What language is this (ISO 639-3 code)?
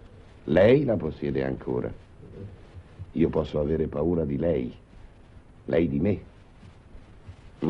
ita